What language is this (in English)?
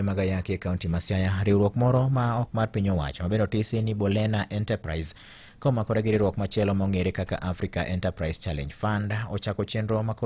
Luo (Kenya and Tanzania)